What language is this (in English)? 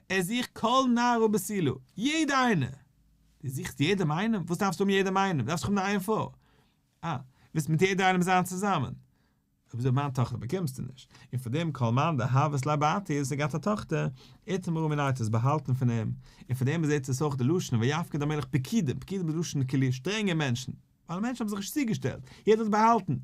Yiddish